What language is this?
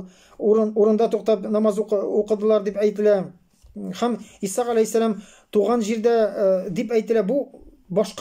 Tatar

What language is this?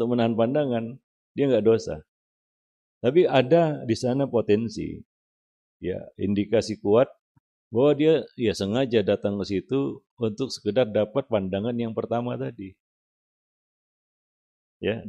Indonesian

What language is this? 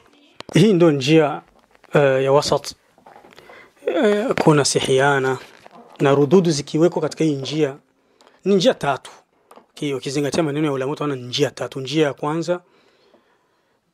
Swahili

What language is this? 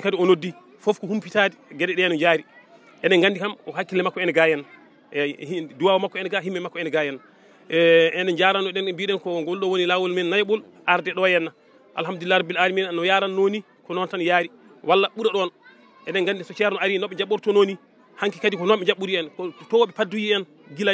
Fula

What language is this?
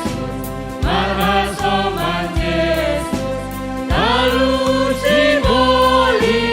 Batak Simalungun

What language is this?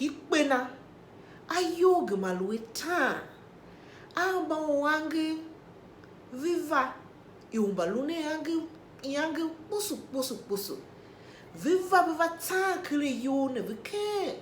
Tiv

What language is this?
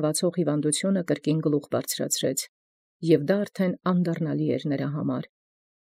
Armenian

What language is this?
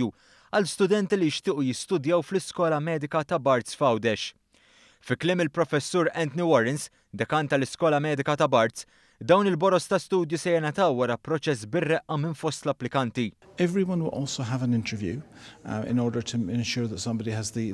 Maltese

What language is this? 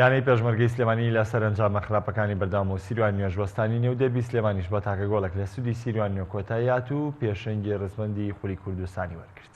Central Kurdish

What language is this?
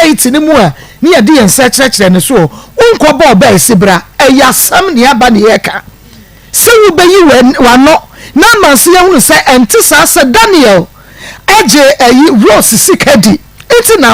Akan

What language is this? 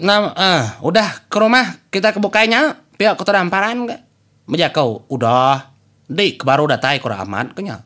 Iban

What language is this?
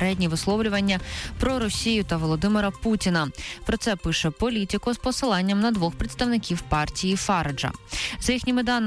Ukrainian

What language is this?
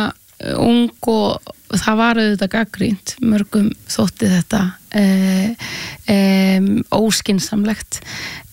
Icelandic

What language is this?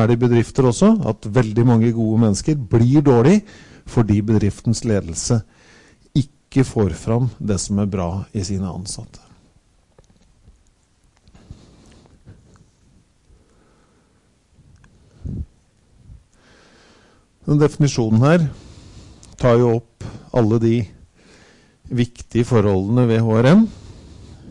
Norwegian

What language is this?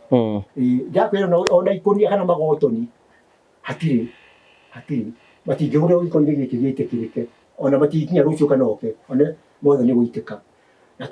Kikuyu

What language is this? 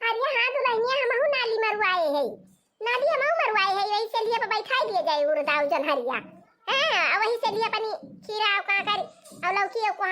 Awadhi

